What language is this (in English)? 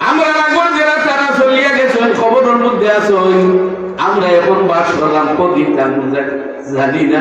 Sylheti